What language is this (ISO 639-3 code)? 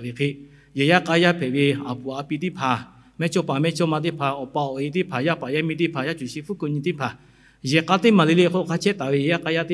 lhu